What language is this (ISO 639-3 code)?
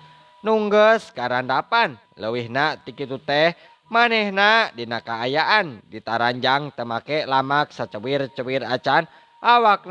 sun